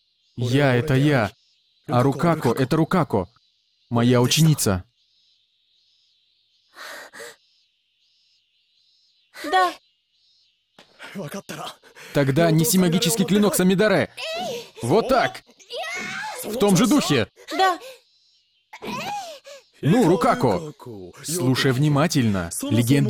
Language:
Russian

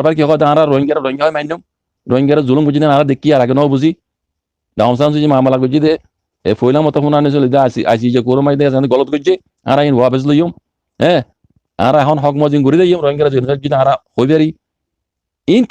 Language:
Rohingya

